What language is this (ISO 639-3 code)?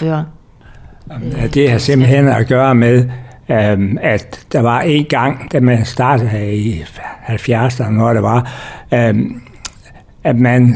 dan